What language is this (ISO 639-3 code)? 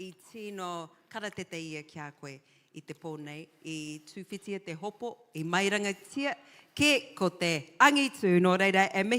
mri